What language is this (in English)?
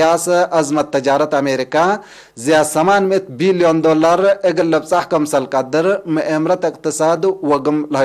Tigre